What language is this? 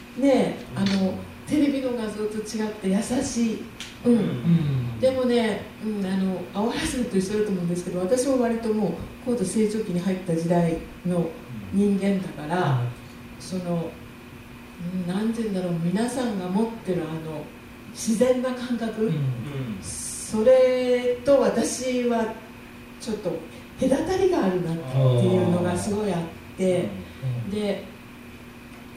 Japanese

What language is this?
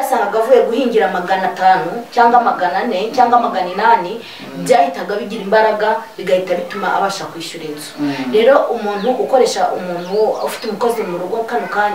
Kinyarwanda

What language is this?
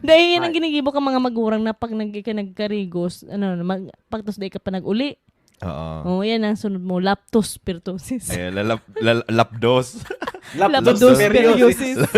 Bikol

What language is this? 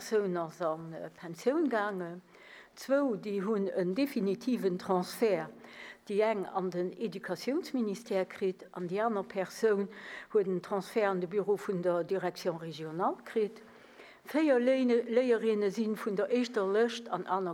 Luxembourgish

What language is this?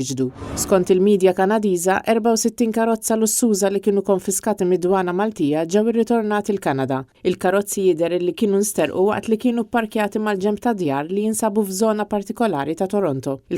Maltese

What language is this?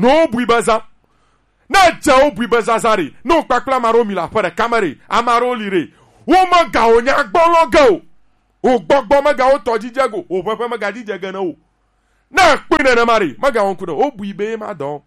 Gen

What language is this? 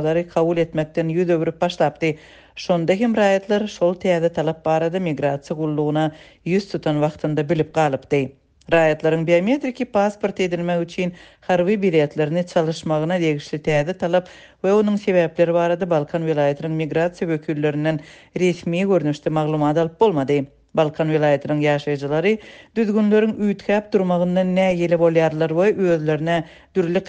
Turkmen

